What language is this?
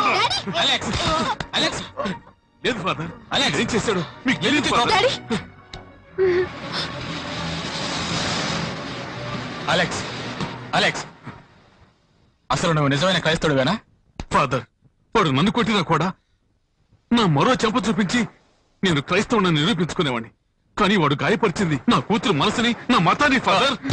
Telugu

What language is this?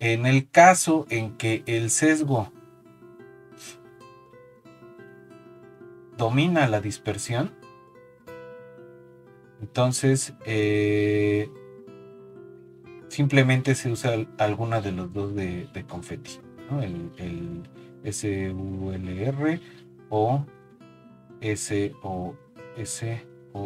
Spanish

